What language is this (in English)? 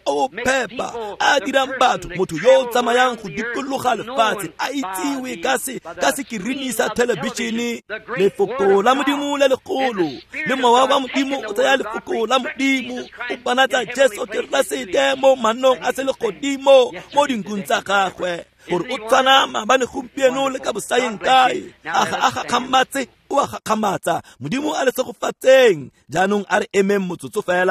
Tswana